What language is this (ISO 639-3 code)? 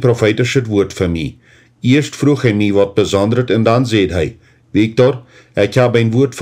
pdt